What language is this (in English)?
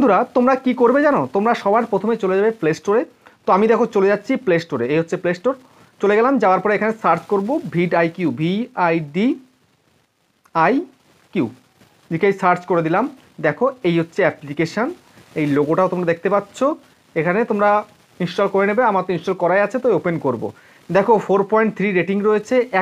Bangla